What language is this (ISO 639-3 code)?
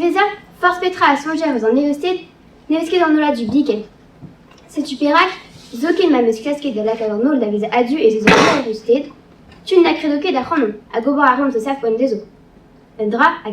bre